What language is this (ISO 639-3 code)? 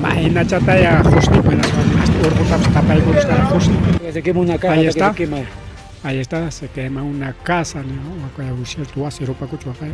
quy